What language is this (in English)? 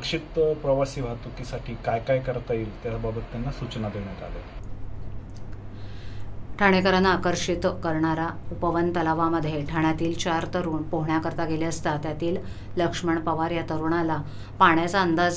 Marathi